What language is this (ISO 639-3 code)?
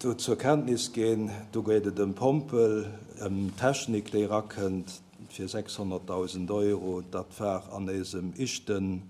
ltz